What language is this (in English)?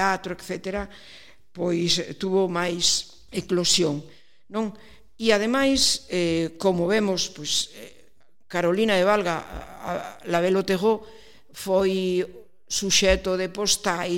Galician